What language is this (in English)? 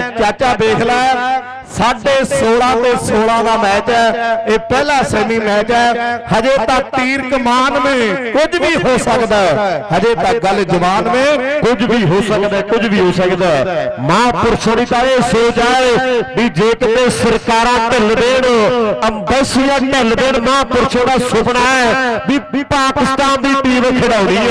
Punjabi